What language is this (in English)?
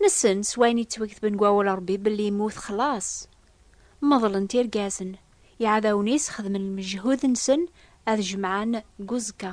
Kabyle